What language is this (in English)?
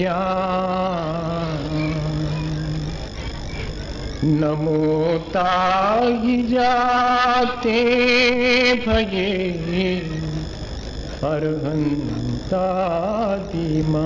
Hindi